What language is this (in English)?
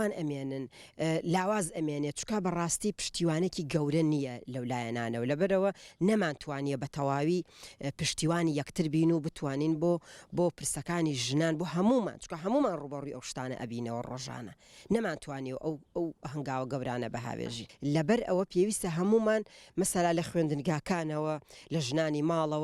Central Kurdish